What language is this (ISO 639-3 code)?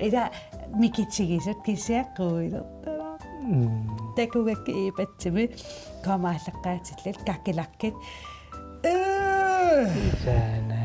kal